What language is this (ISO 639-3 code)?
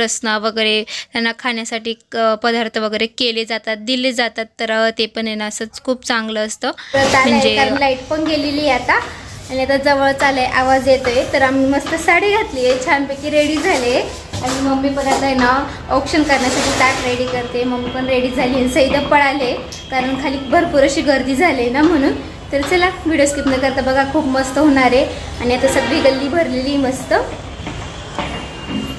mar